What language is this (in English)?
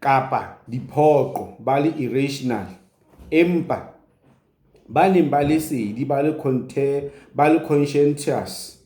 Southern Sotho